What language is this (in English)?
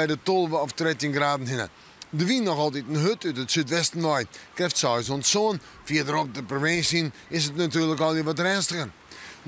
Western Frisian